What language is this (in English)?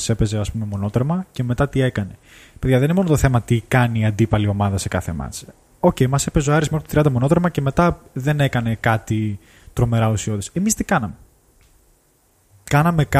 Greek